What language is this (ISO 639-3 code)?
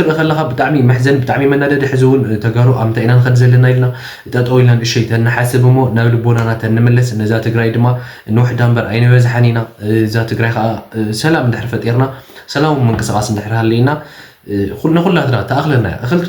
tir